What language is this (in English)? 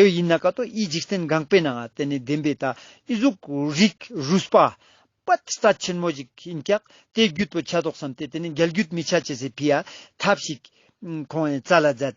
Ladakhi